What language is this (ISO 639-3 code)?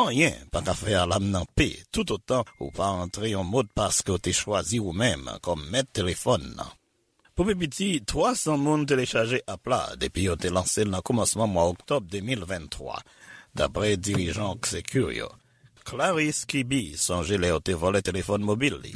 hat